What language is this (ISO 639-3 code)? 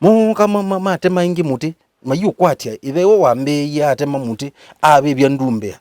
kam